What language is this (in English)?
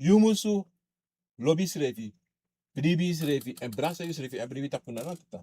Sranan Tongo